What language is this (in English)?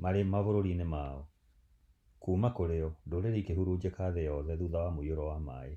Kikuyu